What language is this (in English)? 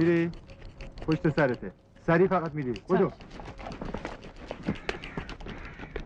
Persian